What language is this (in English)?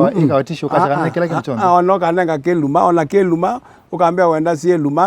Kamba